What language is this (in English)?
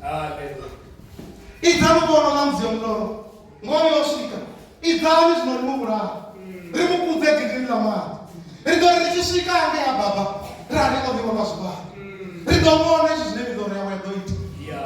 Venda